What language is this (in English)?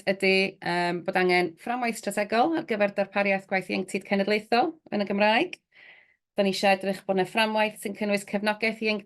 Welsh